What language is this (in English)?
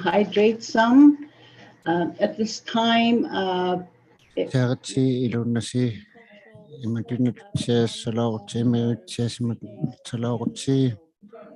Inuktitut